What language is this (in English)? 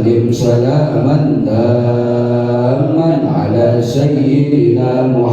Sundanese